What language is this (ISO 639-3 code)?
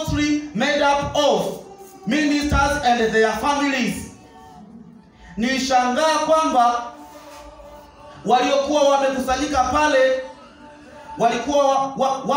swa